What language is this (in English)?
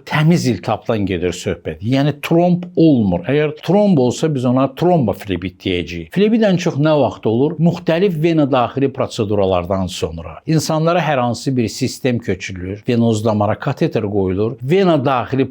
Azerbaijani